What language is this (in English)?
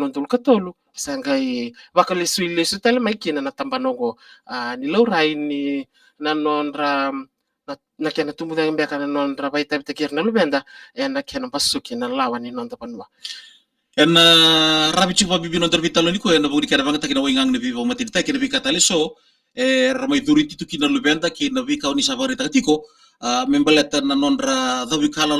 Fijian